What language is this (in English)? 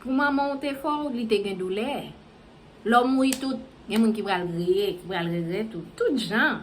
Haitian Creole